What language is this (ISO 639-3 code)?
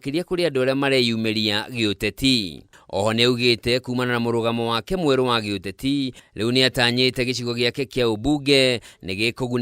kik